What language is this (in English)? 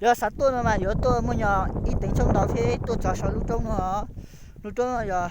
Hmong